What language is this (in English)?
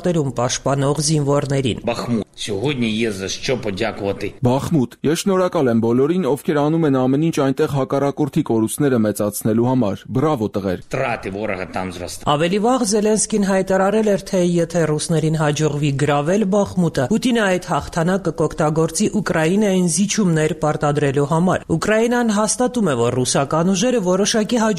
Armenian